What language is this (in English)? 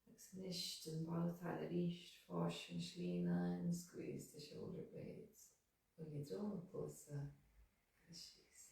Irish